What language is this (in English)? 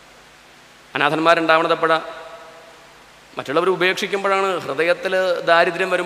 Malayalam